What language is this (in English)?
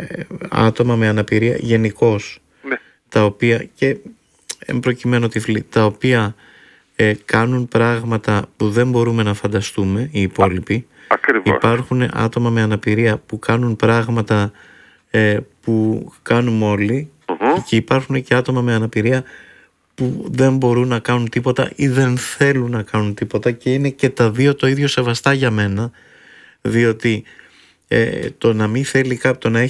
Greek